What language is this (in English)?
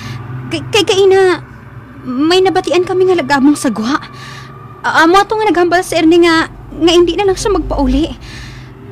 Hiligaynon